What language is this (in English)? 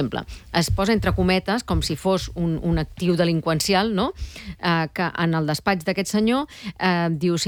Catalan